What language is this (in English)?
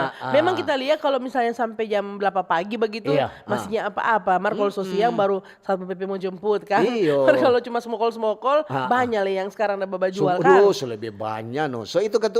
Manado Malay